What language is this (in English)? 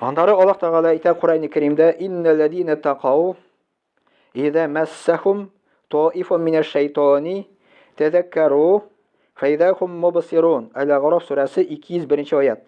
Tatar